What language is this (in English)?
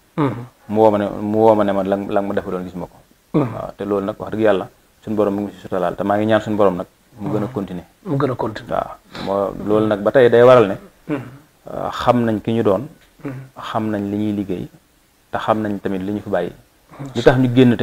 Wolof